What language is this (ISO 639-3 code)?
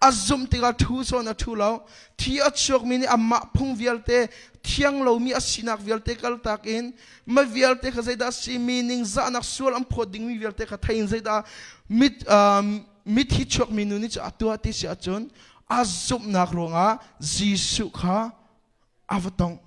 cnh